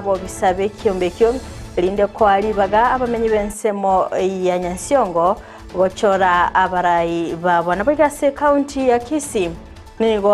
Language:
Gusii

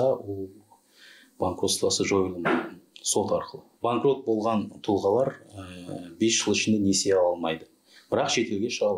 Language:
Kazakh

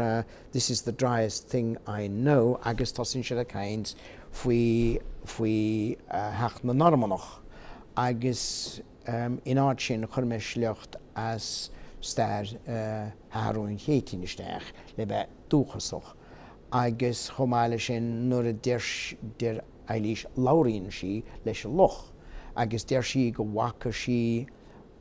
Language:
Irish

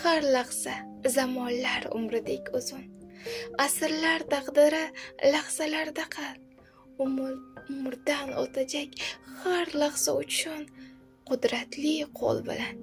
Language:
Uzbek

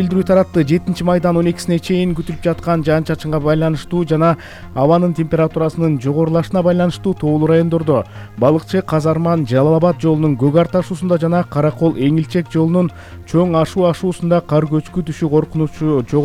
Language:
Kyrgyz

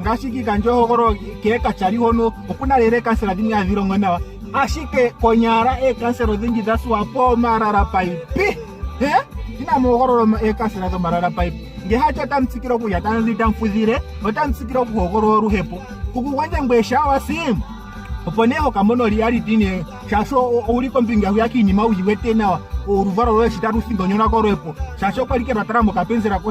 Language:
Ndonga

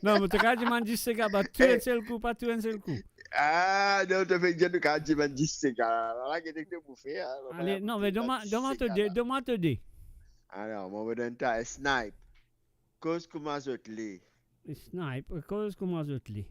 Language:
Morisyen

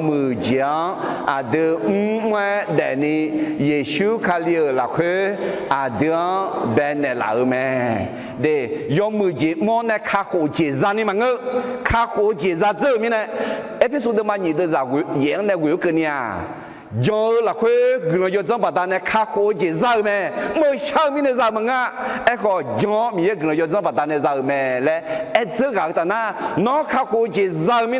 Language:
Akha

